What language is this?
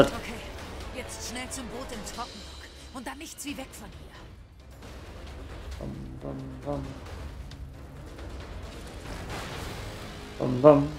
German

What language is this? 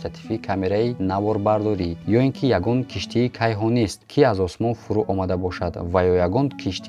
Tajik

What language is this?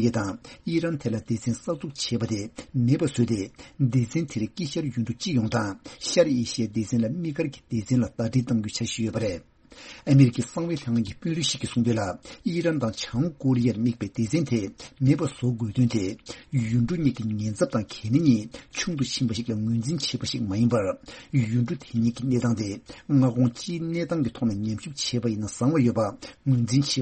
Tibetan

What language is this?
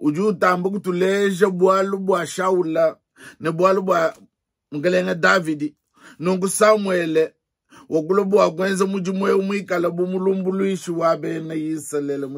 Luba-Lulua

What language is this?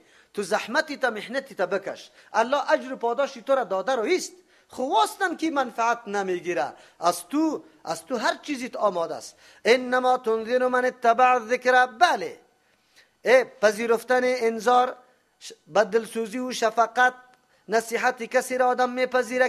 Persian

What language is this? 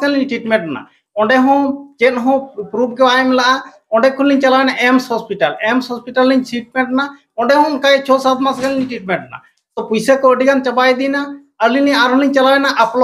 Santali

